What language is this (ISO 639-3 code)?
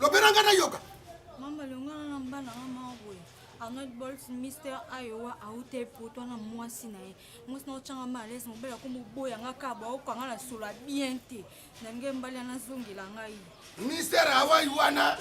lin